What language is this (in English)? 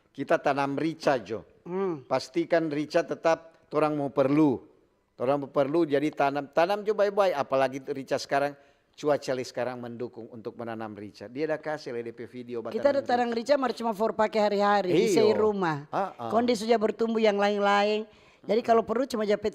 Manado Malay